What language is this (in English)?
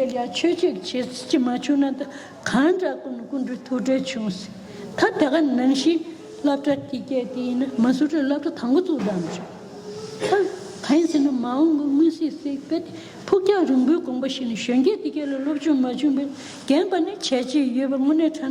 Tibetan